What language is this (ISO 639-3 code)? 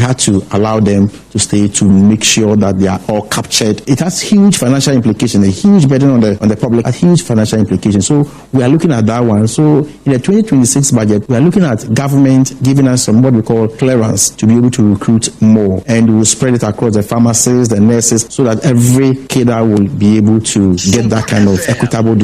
aka